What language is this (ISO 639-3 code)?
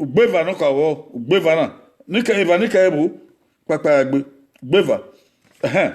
bin